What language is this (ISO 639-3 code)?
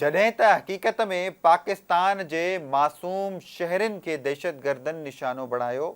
snd